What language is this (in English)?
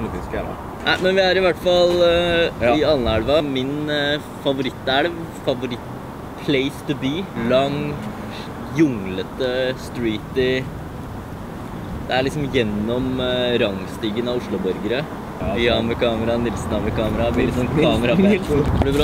Norwegian